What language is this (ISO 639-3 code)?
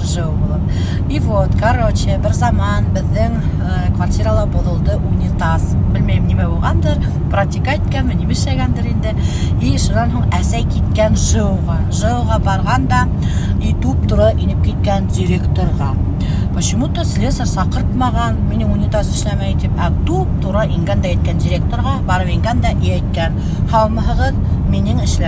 bak